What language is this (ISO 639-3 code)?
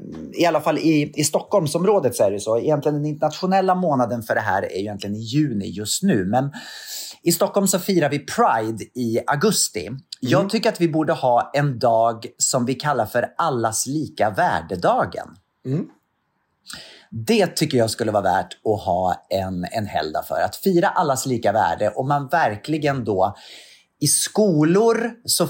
swe